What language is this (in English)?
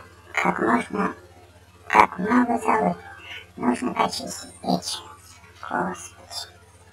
Russian